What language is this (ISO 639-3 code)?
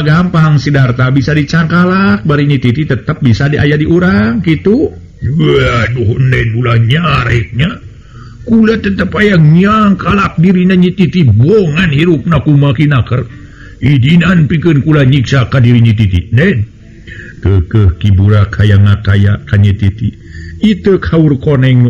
sun